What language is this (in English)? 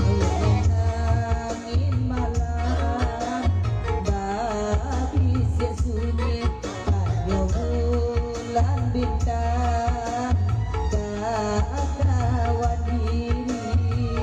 Minangkabau